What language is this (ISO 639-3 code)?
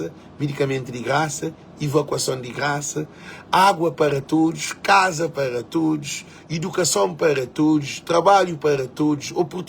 kea